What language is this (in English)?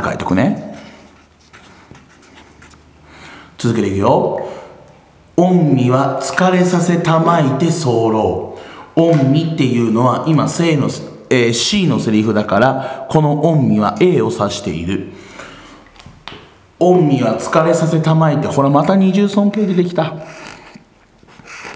Japanese